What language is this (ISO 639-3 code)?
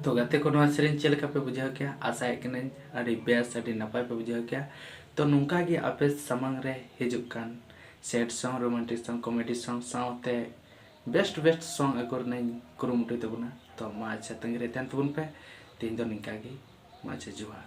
sat